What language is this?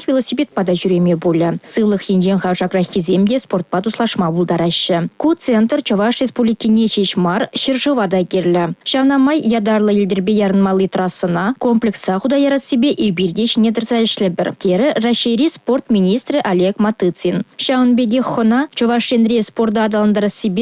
Chuvash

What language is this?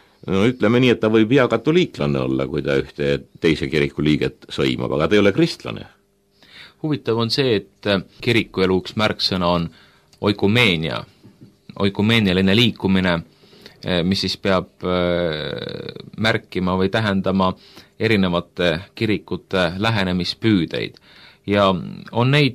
Estonian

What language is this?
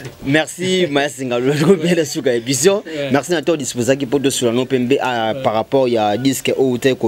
Lingala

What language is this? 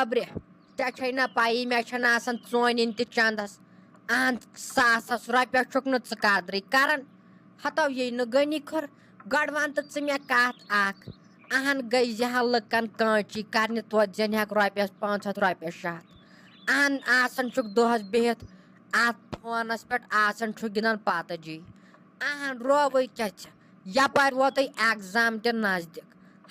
Kashmiri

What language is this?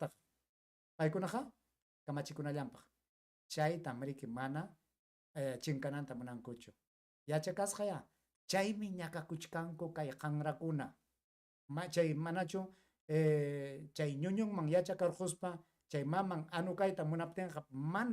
Ayacucho Quechua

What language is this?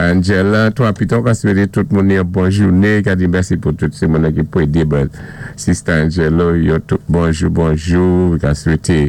Saint Lucian Creole French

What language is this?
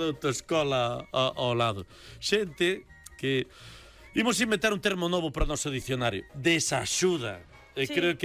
Galician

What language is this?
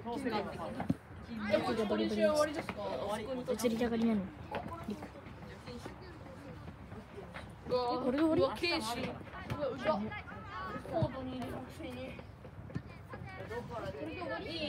Japanese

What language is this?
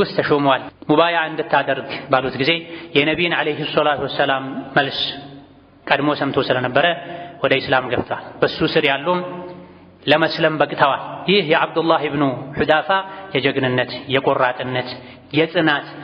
Amharic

